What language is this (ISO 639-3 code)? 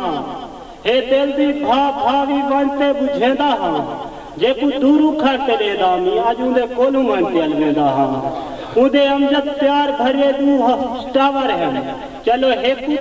skr